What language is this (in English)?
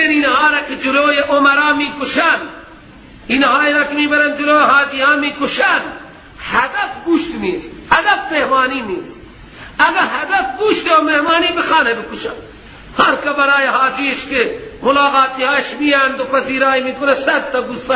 Persian